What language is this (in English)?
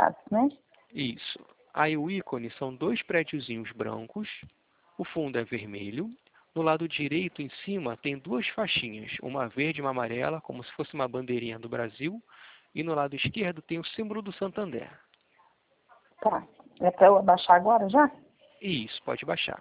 Portuguese